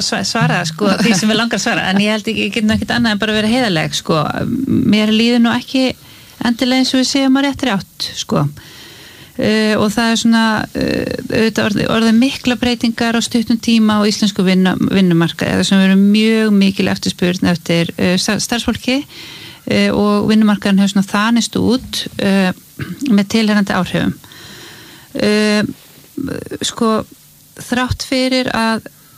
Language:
Icelandic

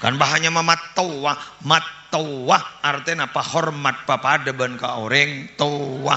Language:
Madurese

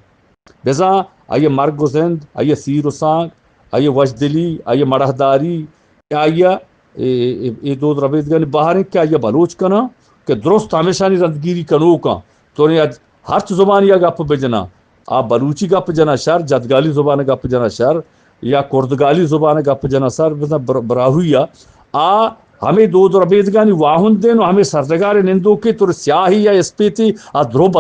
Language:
Eastern Balochi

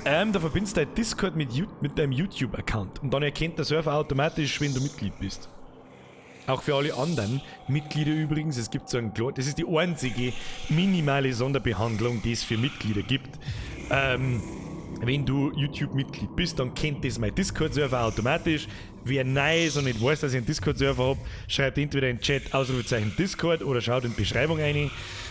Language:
Bavarian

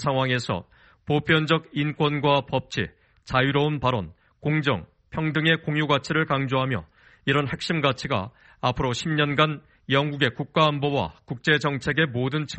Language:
Korean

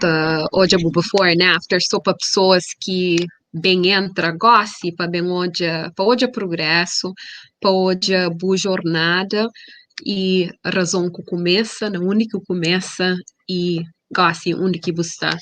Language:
Kabuverdianu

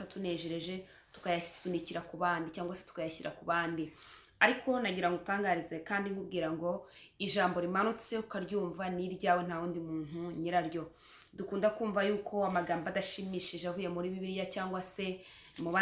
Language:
Kinyarwanda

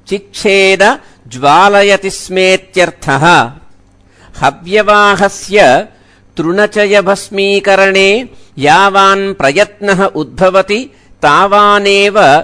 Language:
Sanskrit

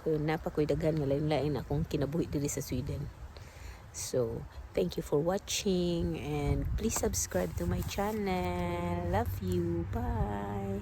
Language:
Cebuano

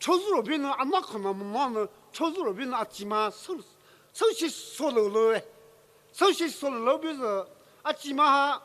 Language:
Poumei Naga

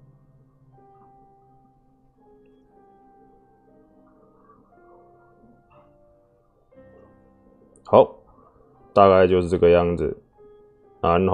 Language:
Chinese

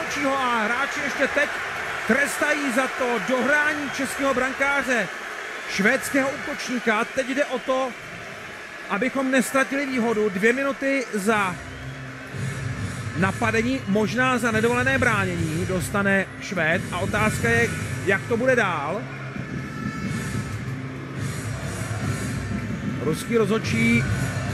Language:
Czech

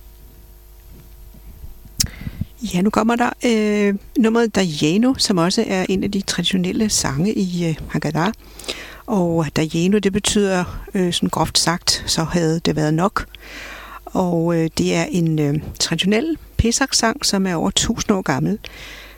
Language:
Danish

